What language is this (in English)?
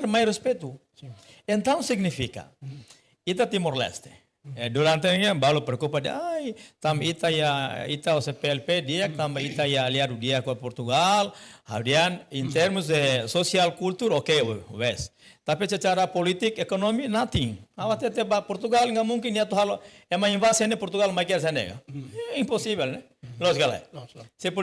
Tetum